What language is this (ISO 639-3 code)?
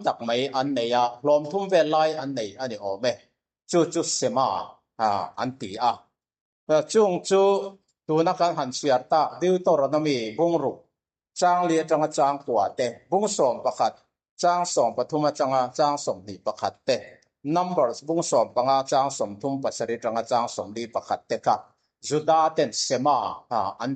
lus